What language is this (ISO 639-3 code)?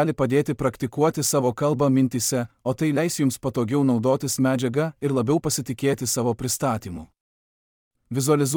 lit